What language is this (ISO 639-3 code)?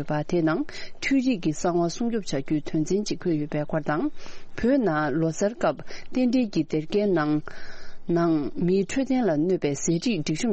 bod